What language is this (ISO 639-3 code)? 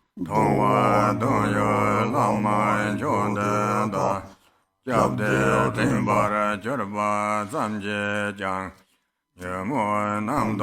bod